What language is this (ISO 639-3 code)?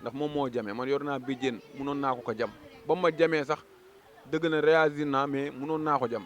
wol